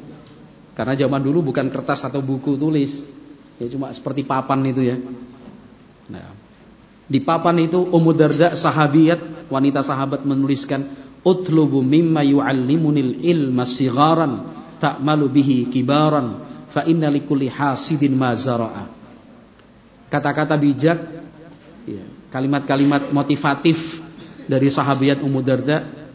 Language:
Indonesian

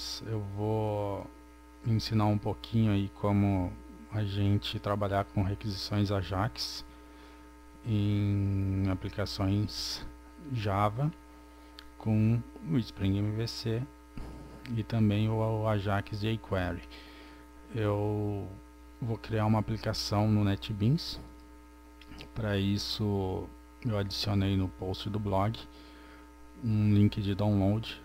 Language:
Portuguese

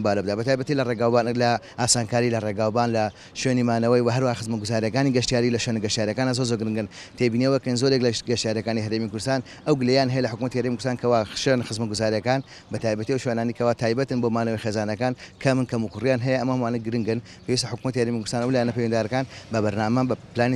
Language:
Central Kurdish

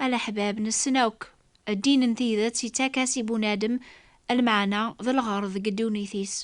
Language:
Kabyle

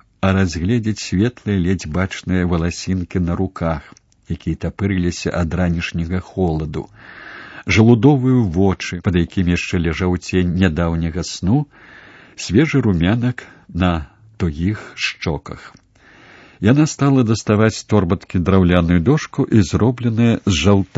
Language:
Belarusian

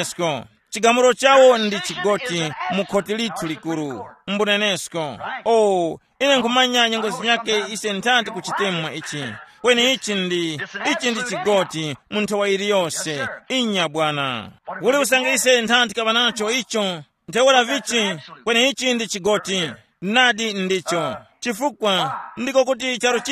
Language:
Tumbuka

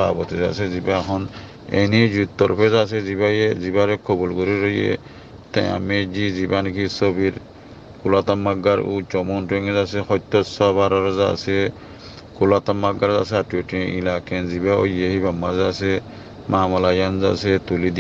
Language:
Rohingya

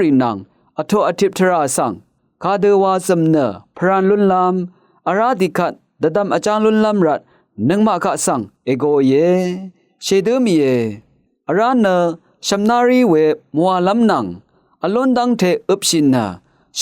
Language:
Rawang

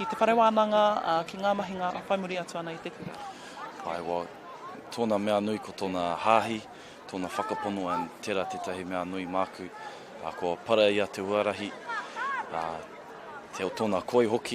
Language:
Māori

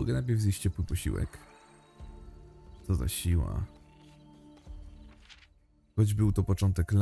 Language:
Polish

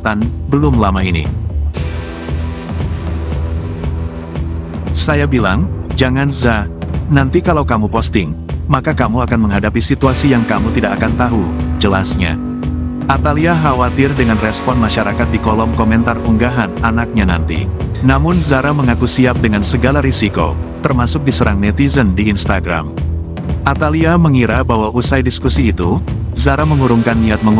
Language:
Indonesian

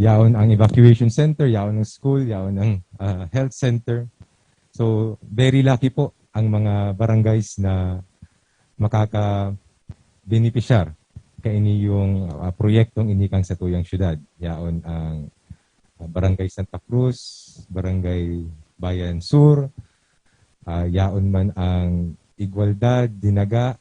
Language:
Bikol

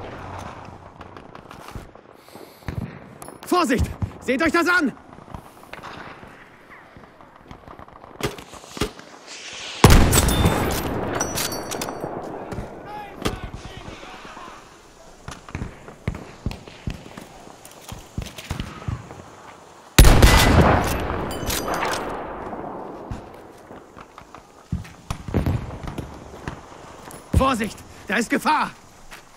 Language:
German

